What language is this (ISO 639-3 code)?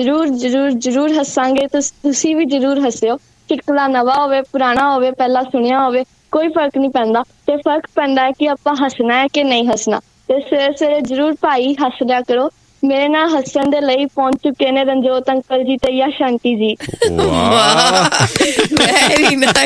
pan